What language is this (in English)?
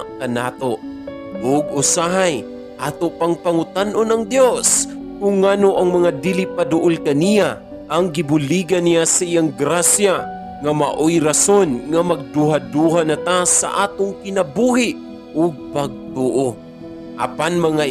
Cebuano